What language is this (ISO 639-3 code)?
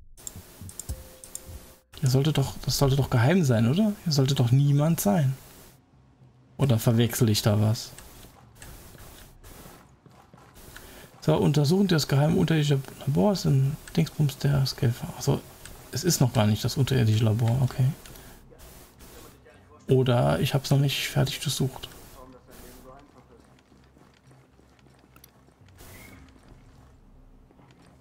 deu